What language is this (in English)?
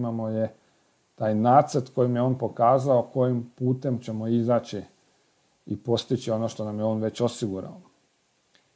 Croatian